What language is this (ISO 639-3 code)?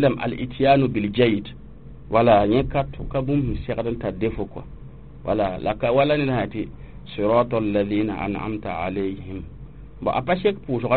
mos